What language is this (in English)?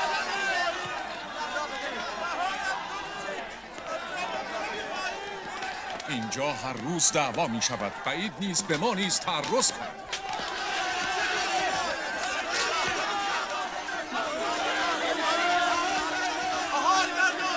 Persian